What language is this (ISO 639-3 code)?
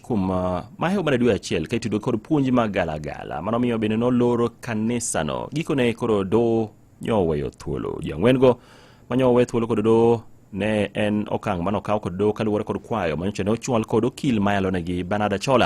luo